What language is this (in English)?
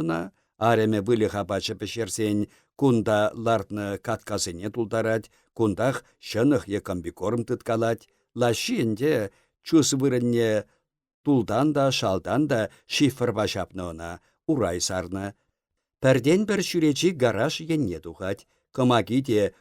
Chuvash